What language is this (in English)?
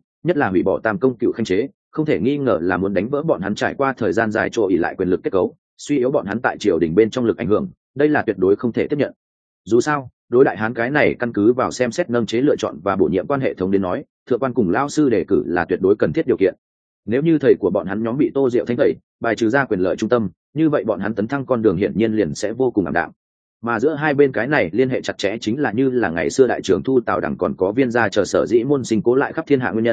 Vietnamese